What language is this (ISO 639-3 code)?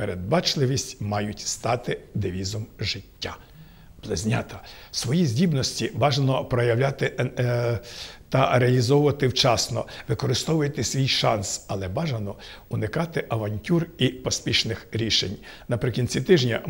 ukr